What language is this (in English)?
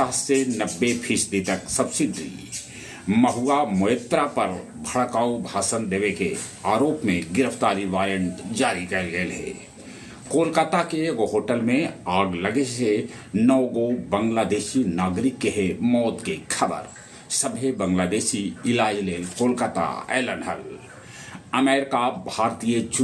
Magahi